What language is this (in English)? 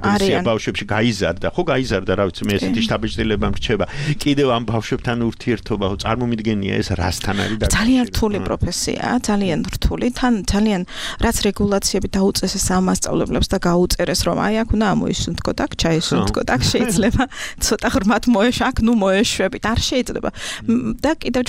Georgian